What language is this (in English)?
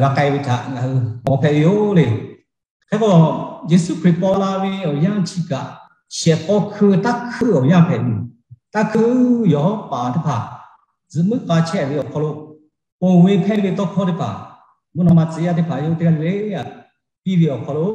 Lahu